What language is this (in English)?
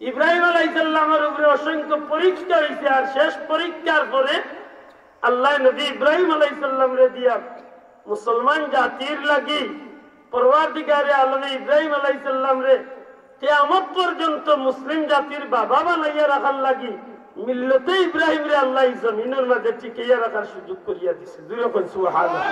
Sylheti